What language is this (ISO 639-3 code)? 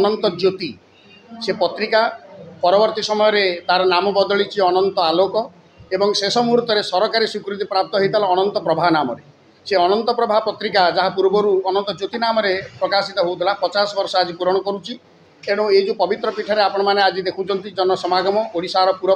ori